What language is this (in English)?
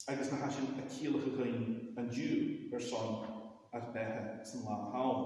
Scottish Gaelic